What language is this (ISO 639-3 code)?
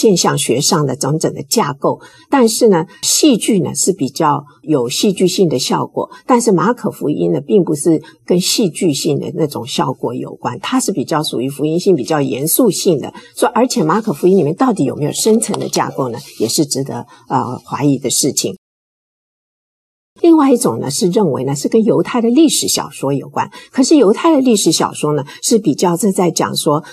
zho